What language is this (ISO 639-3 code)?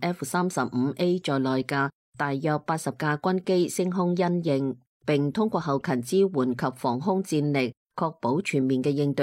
yue